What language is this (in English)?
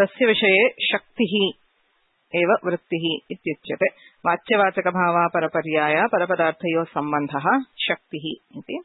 Sanskrit